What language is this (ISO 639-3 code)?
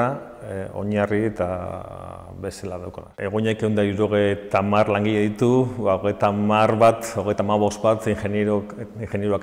eus